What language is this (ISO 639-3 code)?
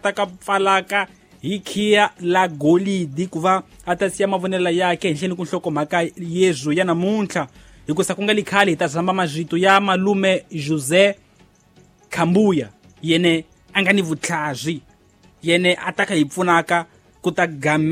tso